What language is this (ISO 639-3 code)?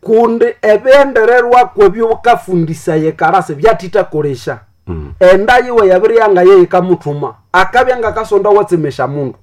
nnb